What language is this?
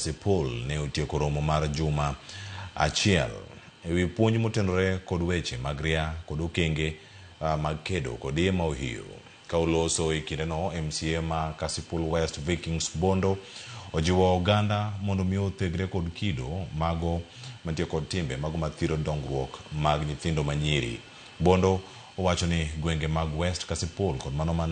Luo (Kenya and Tanzania)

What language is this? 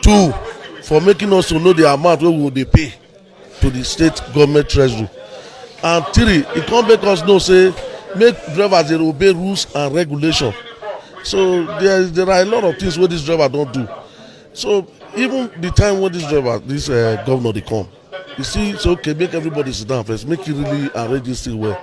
Nigerian Pidgin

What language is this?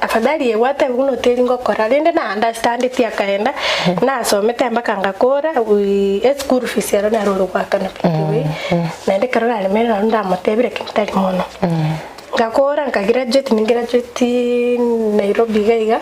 Gusii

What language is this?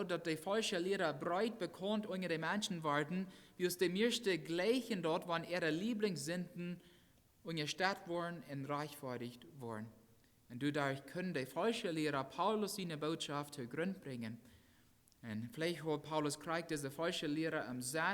Plautdietsch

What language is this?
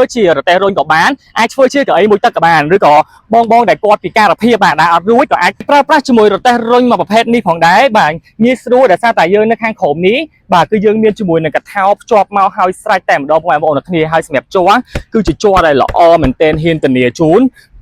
Khmer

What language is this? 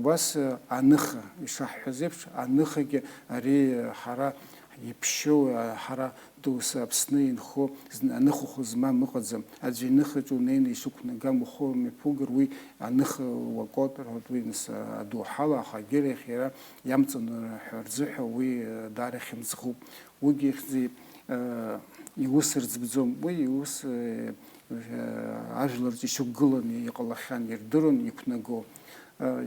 Abkhazian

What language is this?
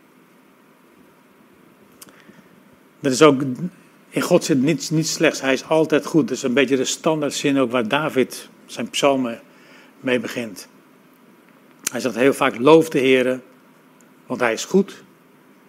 Dutch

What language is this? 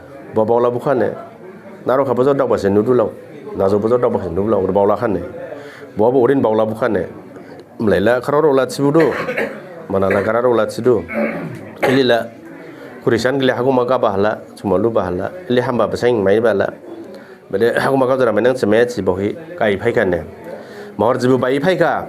Dimasa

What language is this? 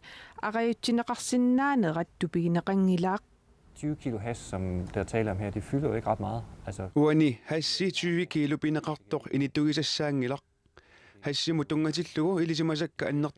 Kalaallisut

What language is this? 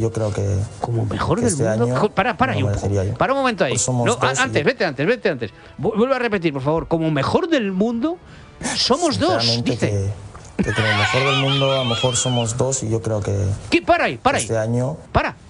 Spanish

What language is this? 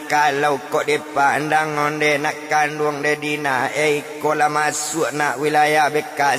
Minangkabau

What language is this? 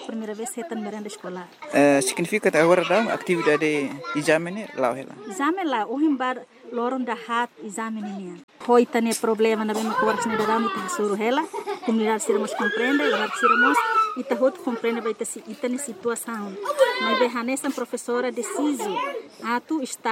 Tetum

